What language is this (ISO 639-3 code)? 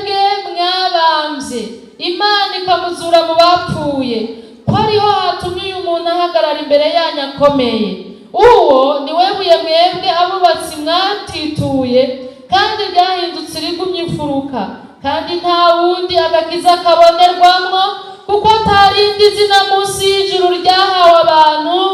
run